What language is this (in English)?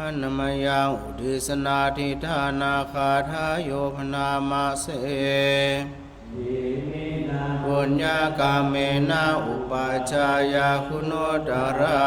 Pali